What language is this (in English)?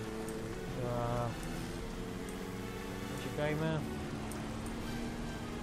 Polish